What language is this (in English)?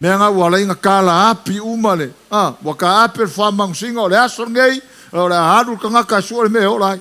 Samoan